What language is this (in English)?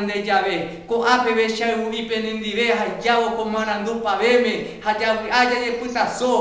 Guarani